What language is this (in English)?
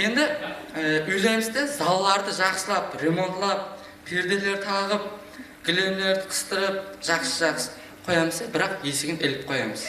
Kara-Kalpak